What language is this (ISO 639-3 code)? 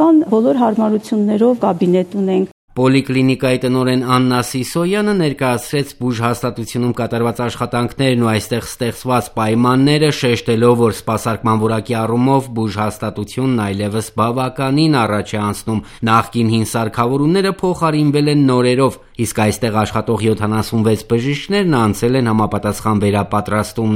hye